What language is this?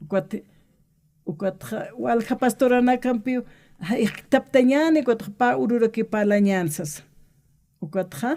Aymara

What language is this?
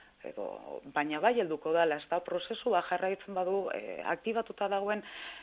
Basque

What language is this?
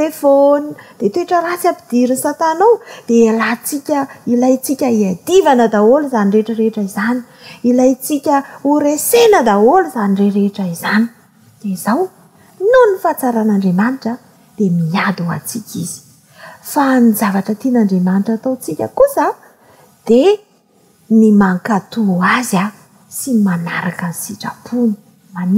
Malagasy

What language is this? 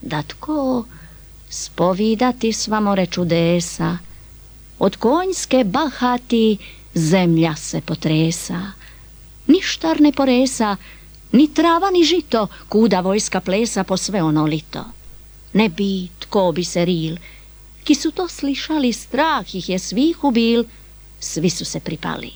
Serbian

